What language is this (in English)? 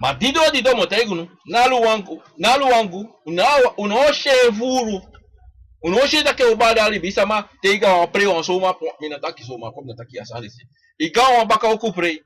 Sranan Tongo